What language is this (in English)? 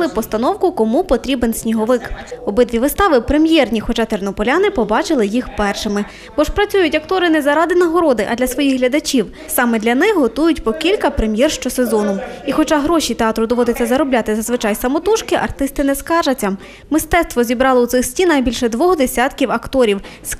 Ukrainian